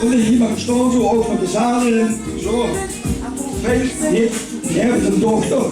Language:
Limburgish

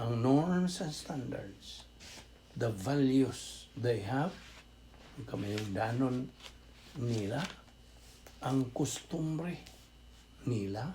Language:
Cebuano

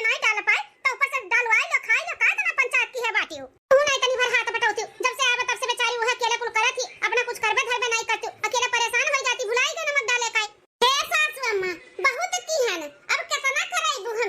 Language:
Awadhi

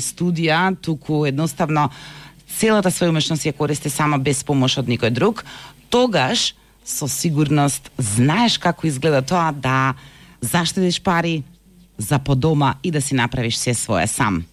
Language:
Macedonian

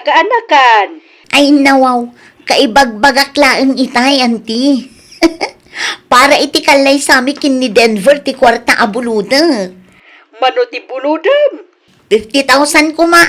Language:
Iloko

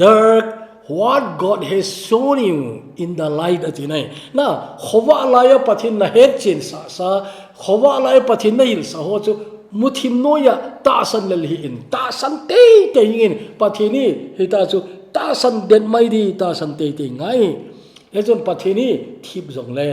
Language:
Thado Chin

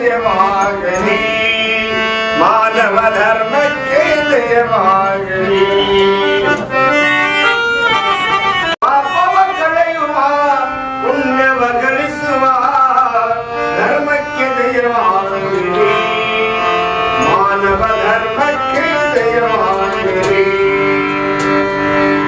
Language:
Kannada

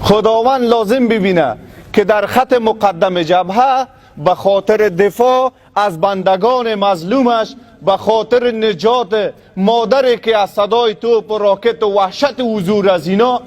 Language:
Persian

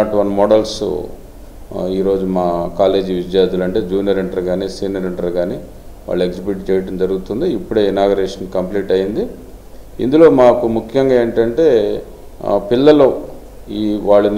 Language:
Telugu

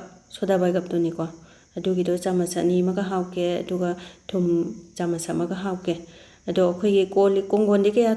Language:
Manipuri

